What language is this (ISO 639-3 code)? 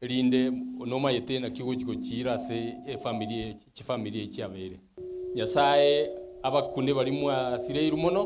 guz